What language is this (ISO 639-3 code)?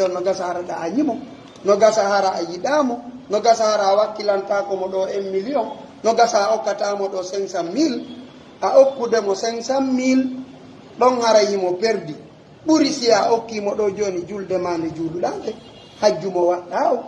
fuf